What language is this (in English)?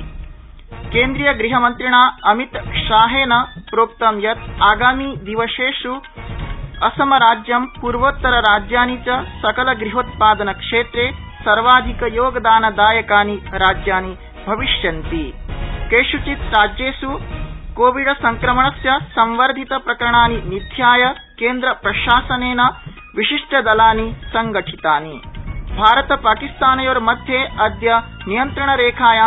Sanskrit